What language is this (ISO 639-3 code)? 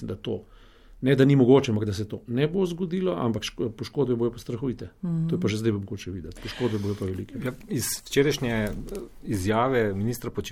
slv